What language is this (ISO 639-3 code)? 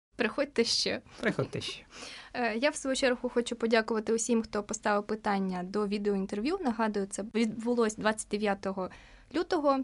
ukr